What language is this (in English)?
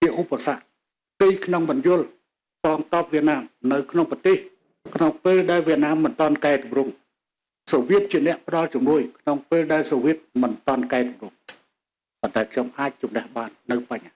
Khmer